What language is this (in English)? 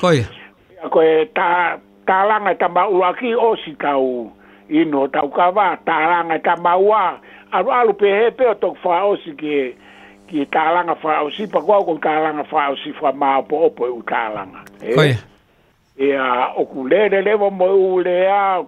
Tongan